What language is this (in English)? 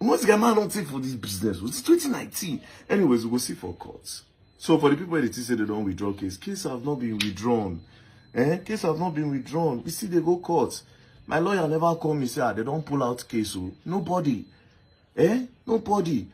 Nigerian Pidgin